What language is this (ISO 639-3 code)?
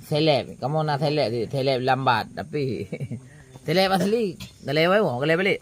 ace